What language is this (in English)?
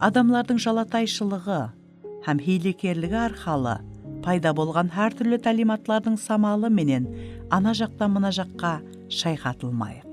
Kara-Kalpak